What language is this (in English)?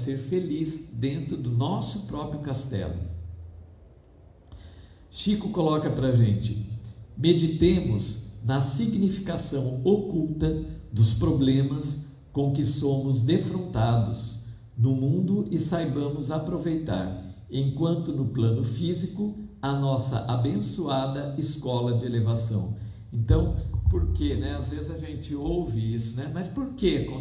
Portuguese